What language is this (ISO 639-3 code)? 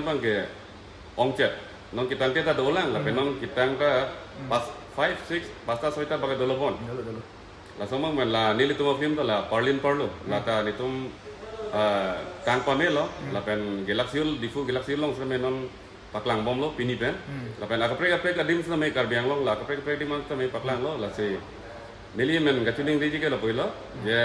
mjw